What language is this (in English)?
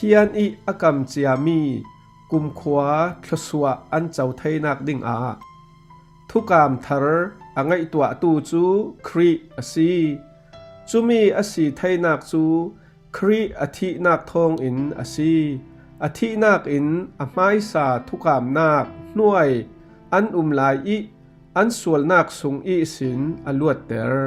Falam Chin